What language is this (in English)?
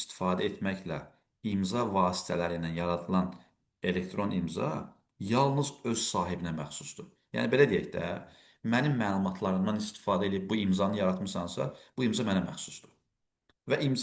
Azerbaijani